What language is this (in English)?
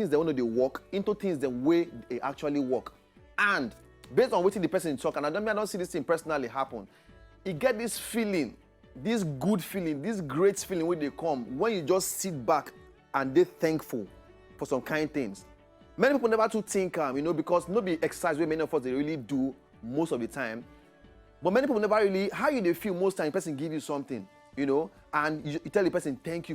Nigerian Pidgin